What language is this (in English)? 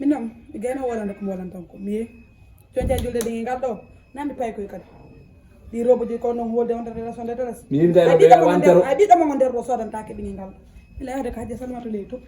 Fula